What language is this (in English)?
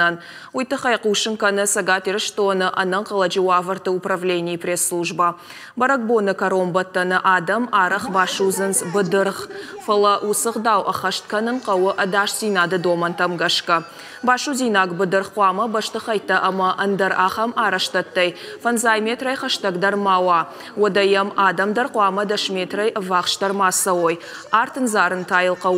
Ossetic